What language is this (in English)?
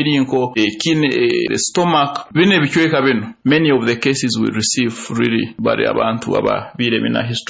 Nyoro